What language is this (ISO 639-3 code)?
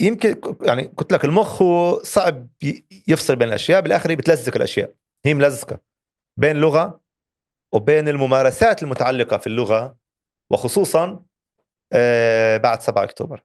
apc